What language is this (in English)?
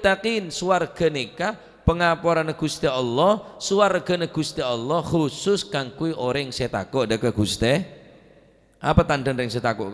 Madurese